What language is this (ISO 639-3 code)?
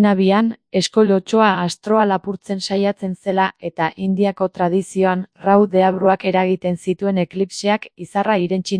eus